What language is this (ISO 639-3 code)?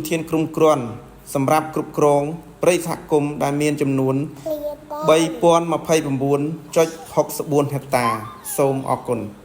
khm